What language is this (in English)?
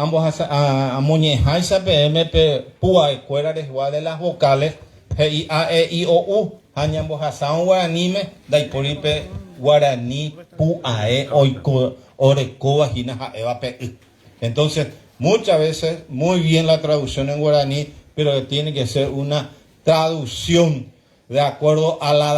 Guarani